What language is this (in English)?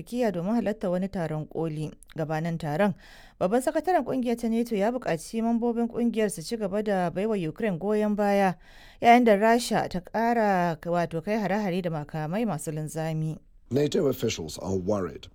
Hausa